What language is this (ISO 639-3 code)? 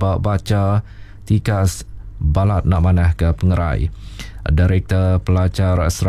iba